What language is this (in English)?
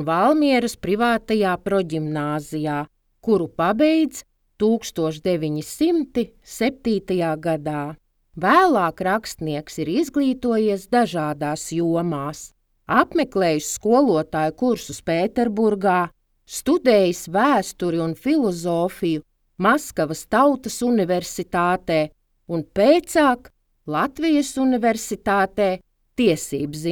Latvian